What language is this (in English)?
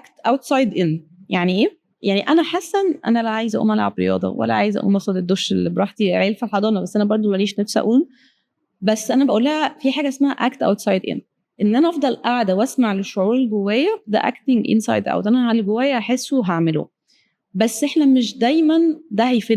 Egyptian Arabic